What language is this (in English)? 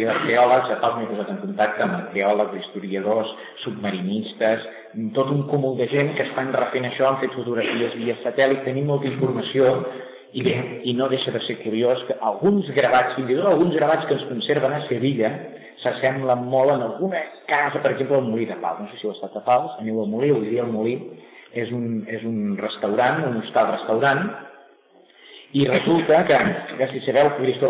Catalan